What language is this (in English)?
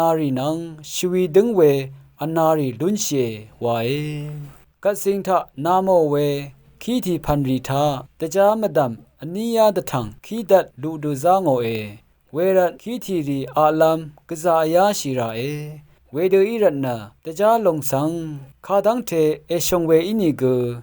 Rawang